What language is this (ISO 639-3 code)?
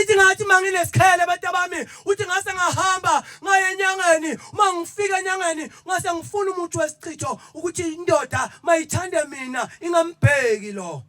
zul